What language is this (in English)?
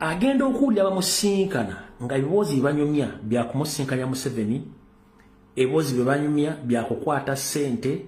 Ganda